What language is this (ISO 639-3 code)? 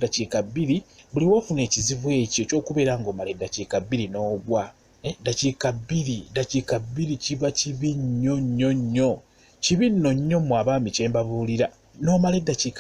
lug